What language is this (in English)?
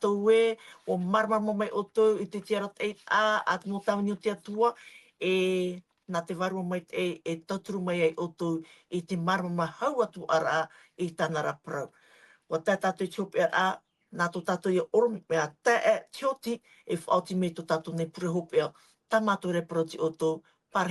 Tahitian